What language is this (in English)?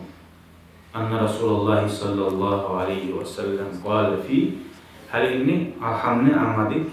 Kumyk